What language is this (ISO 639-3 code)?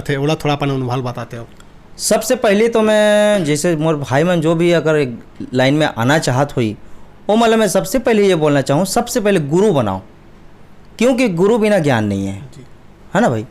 hne